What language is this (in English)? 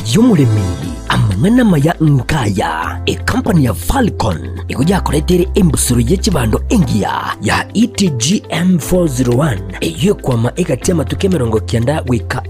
Gusii